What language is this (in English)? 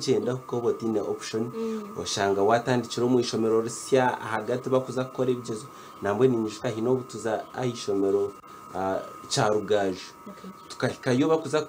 Nyankole